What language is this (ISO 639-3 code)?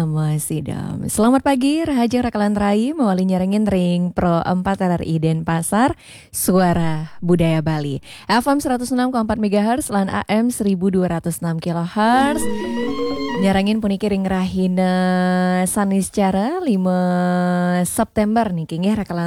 ban